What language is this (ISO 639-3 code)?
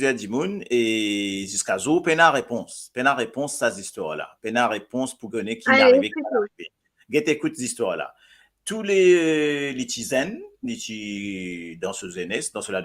mfe